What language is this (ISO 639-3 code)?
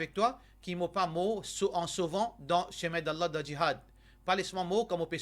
mfe